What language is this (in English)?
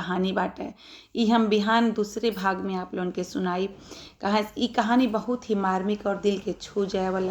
Bhojpuri